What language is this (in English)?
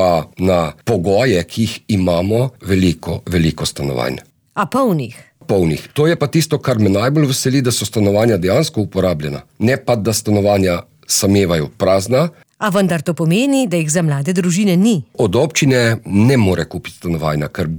Slovenian